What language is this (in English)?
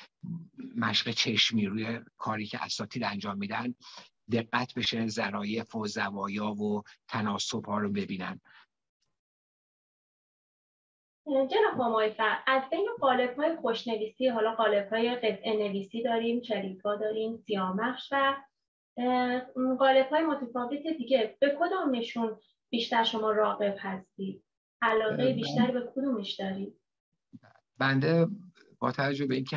Persian